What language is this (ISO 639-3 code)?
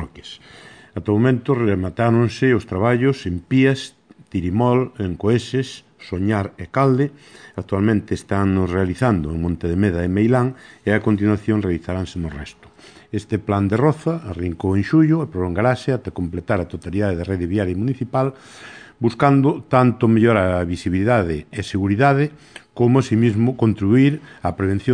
glg